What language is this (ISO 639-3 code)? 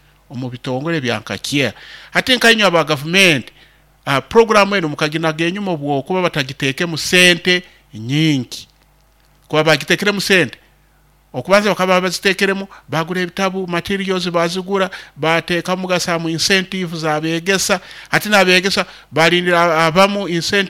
nyo